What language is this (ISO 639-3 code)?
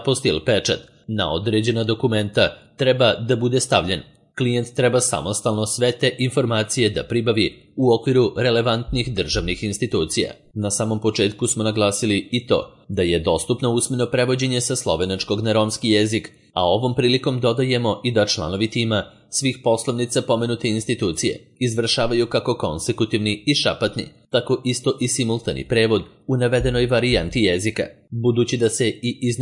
srp